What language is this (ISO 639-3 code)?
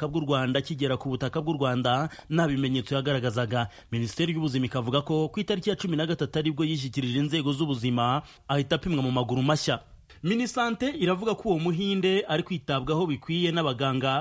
kin